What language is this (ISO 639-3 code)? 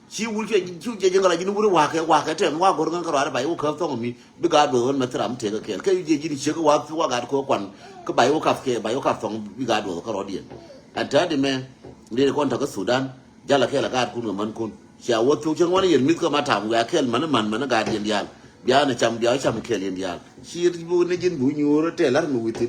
nus